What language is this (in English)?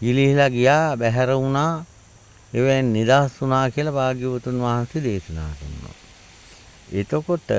Sinhala